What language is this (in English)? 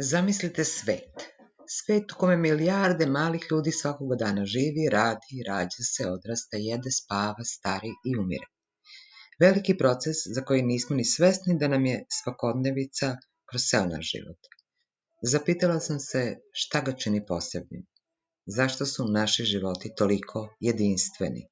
Serbian